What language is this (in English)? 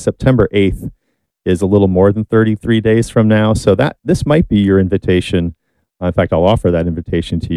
English